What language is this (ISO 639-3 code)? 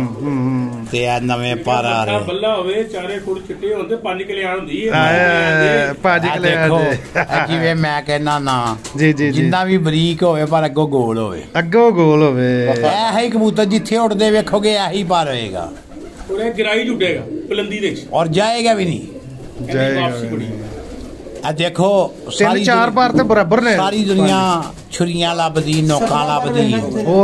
pan